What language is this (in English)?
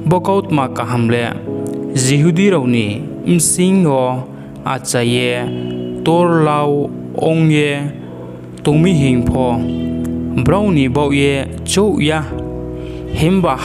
Riang (India)